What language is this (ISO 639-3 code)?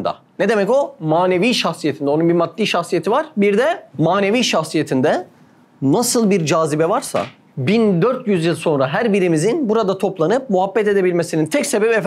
tur